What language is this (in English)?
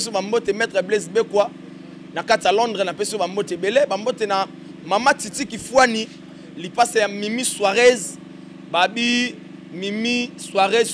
Lingala